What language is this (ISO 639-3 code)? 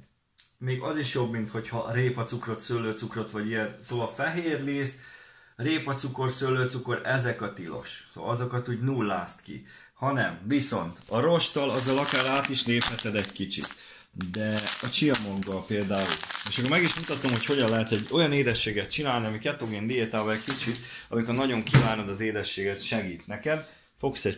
hun